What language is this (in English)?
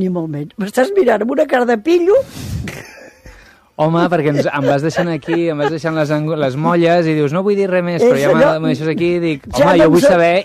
Catalan